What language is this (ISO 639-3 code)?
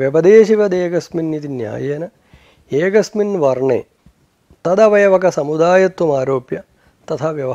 san